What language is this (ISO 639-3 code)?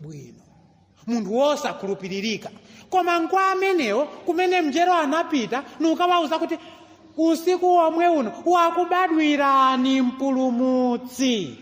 nya